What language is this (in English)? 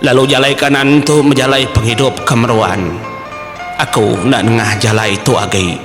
Iban